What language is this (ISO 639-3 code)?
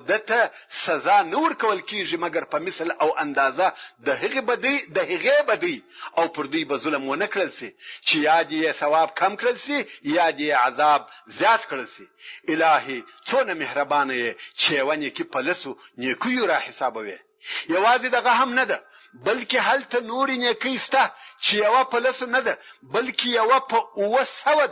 pus